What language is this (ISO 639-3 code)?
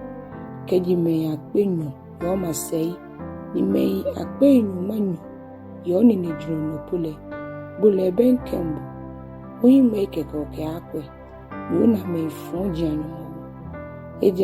gaa